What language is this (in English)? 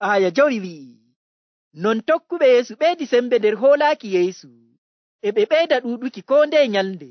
Nigerian Fulfulde